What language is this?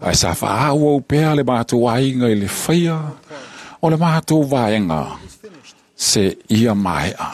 Samoan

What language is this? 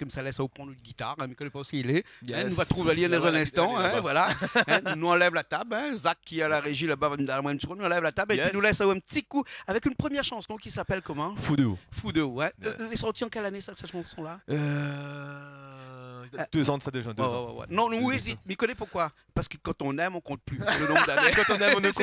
Réunion Creole French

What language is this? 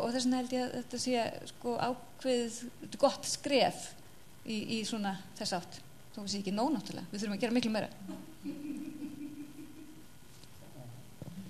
Icelandic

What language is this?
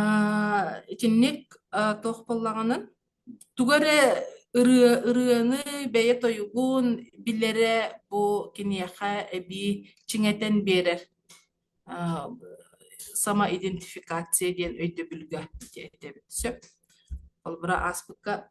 Yakut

